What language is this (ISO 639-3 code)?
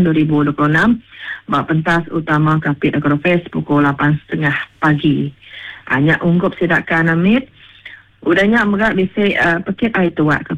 iba